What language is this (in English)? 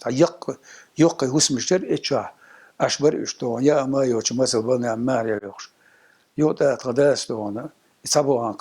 Chechen